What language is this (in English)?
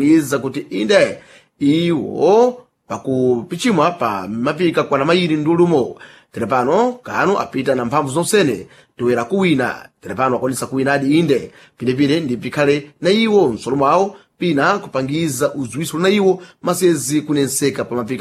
Sena